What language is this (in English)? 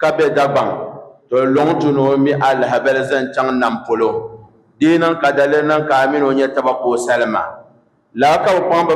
Dagbani